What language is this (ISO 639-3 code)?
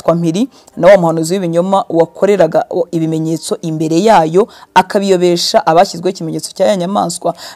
kin